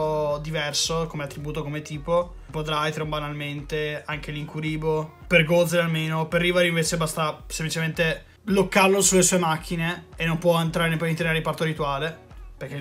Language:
Italian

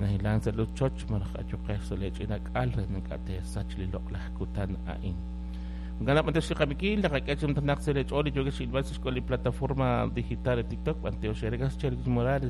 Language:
Kekchí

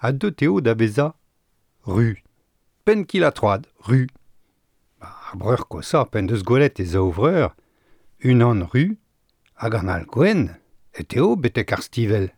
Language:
Breton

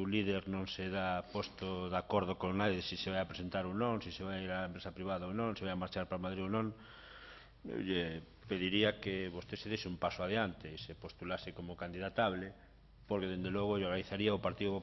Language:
Galician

